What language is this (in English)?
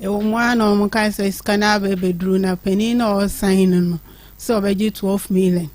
Akan